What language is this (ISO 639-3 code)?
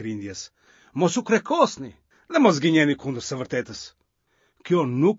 sqi